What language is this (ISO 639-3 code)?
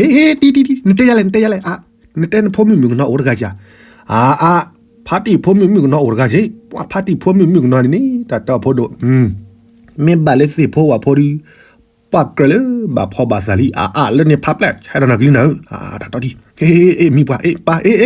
ksw